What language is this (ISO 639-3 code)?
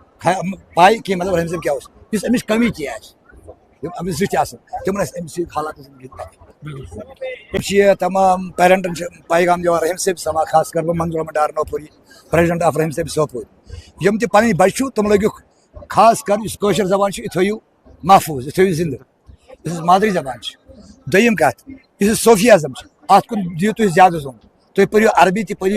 kas